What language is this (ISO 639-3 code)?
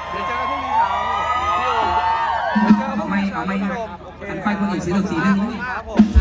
tts